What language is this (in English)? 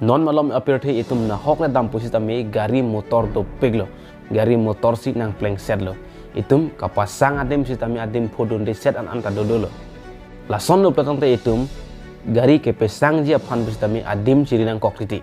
Karbi